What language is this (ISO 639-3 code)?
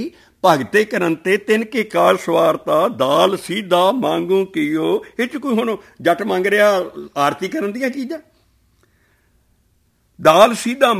pan